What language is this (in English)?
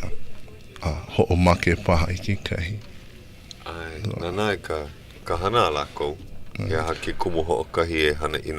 Hawaiian